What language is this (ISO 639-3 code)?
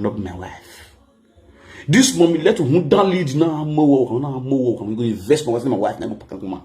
pcm